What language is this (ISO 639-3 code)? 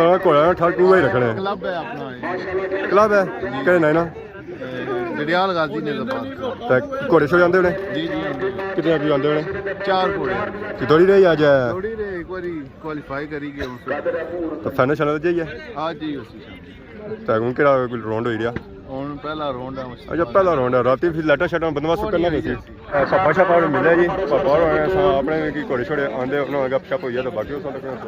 phr